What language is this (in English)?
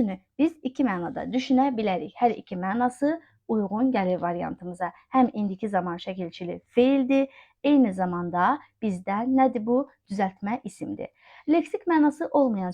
Azerbaijani